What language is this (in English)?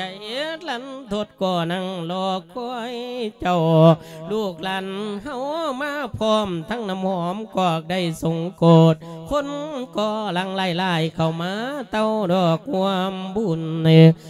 Lao